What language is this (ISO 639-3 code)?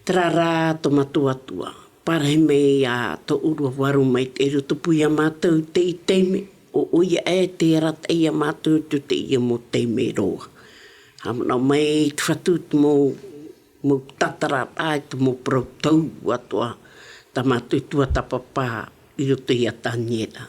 tah